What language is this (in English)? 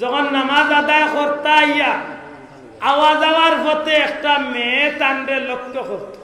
Sylheti